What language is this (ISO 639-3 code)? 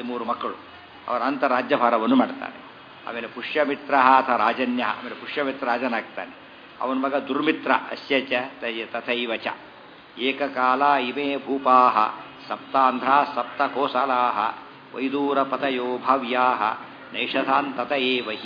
kan